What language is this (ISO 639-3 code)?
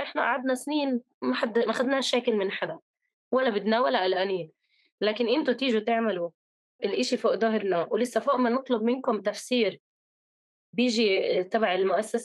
apc